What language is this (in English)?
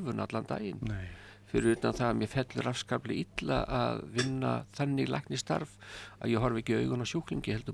Icelandic